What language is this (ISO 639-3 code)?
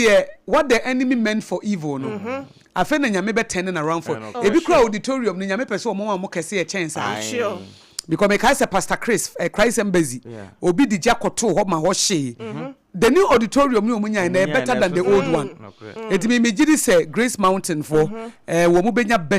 aka